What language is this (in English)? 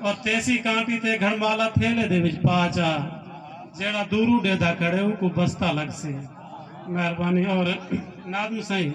Saraiki